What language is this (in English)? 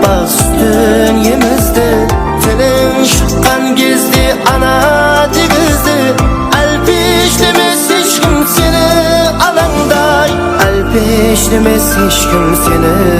Kara-Kalpak